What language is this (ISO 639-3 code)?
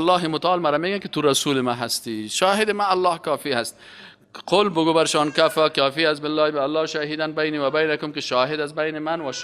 fas